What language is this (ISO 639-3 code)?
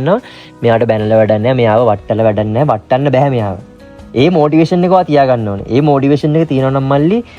sin